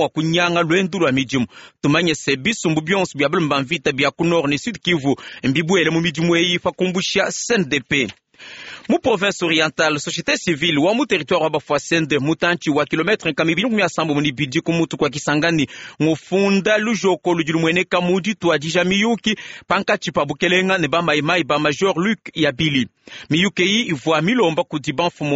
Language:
Luba-Lulua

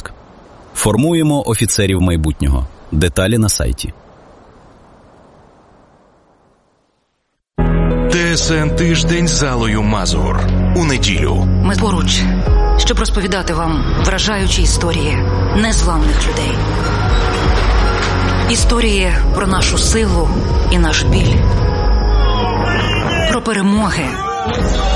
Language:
Ukrainian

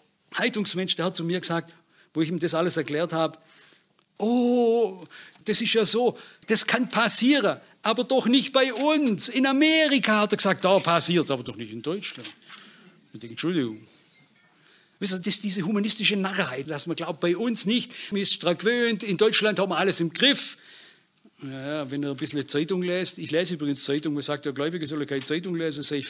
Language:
German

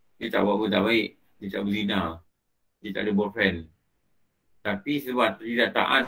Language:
Malay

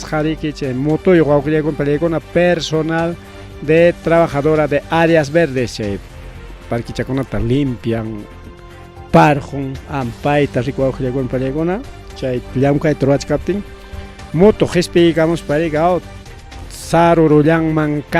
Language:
Ayacucho Quechua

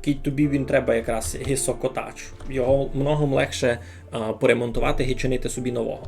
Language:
Rusyn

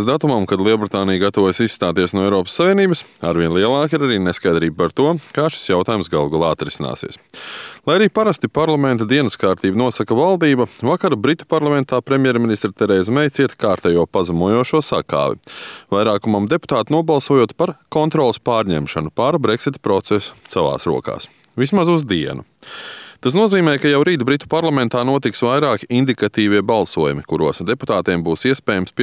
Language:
Latvian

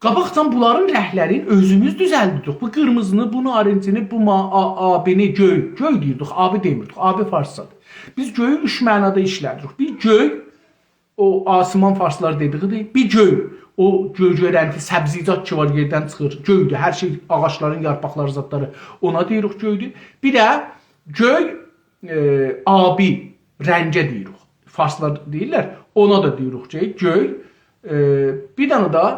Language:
South Azerbaijani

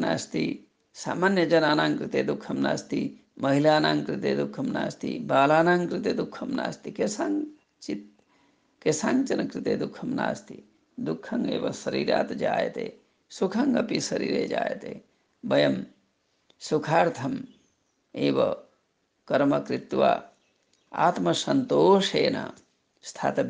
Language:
Sanskrit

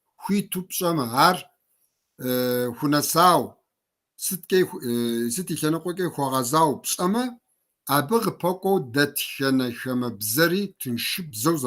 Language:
Kabardian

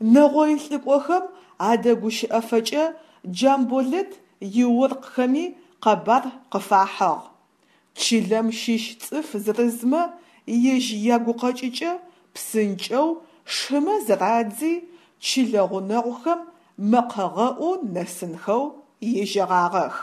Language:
Adyghe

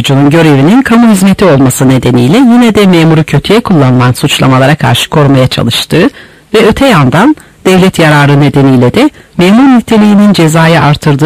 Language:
Turkish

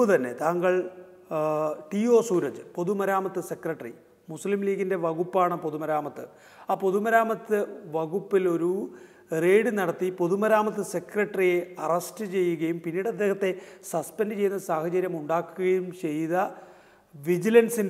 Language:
Malayalam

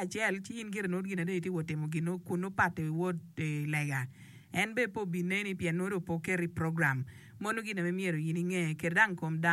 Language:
Acoli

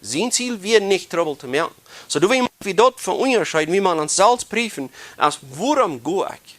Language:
Plautdietsch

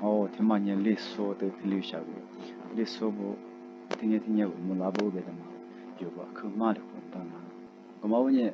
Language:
Lisu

